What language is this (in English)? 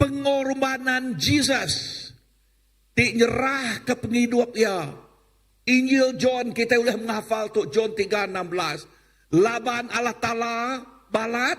Iban